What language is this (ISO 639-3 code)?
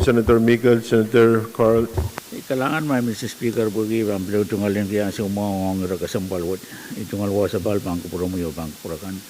pon